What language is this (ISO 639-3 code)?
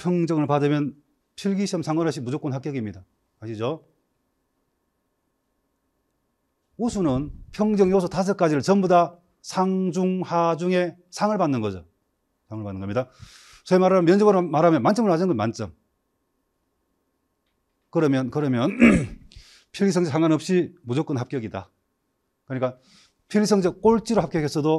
kor